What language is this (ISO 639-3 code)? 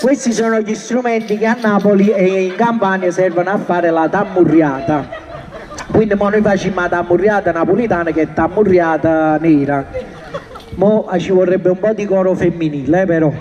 nap